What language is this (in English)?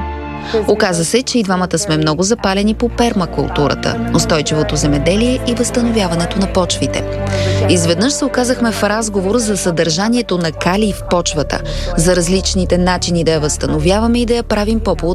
Bulgarian